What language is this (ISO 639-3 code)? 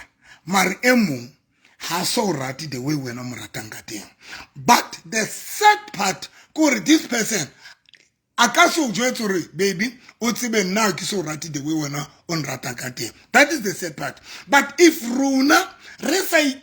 sot